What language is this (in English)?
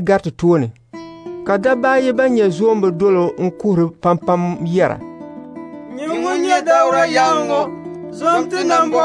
Dagbani